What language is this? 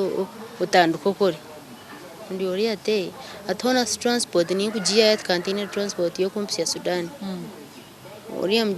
Nyankole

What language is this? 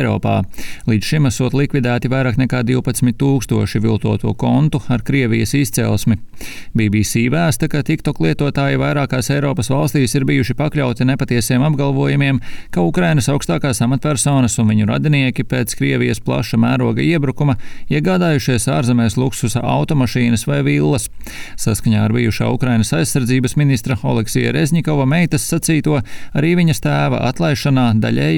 Latvian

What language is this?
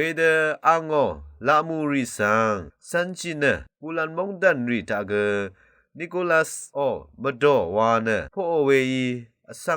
Rawang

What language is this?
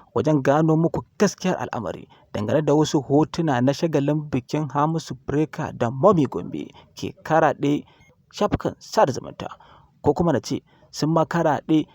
Hausa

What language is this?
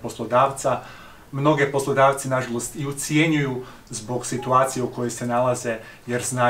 Croatian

